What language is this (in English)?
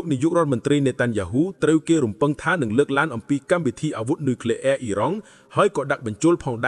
Khmer